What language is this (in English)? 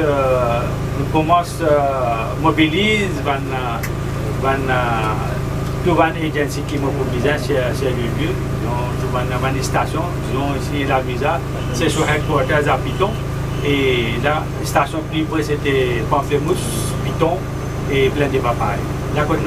Morisyen